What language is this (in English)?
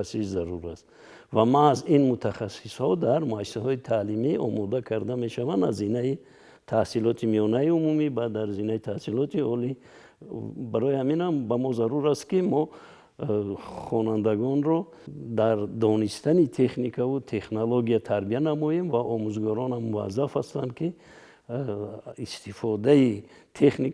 Tajik